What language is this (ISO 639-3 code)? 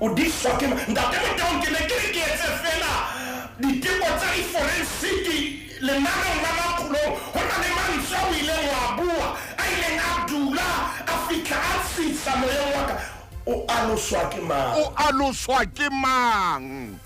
sot